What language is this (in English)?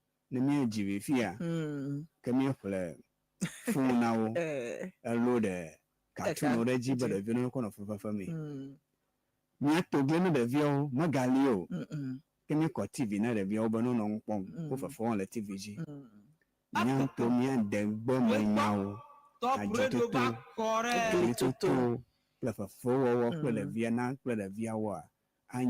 Ewe